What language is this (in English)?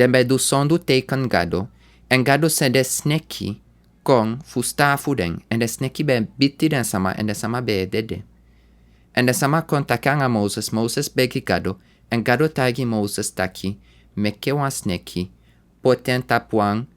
Sranan Tongo